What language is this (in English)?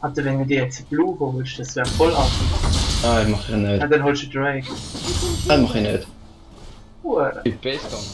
Swiss German